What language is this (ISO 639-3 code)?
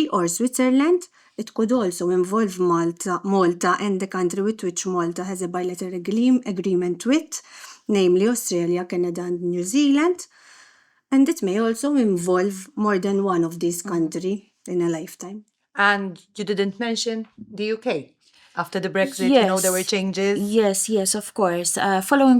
eng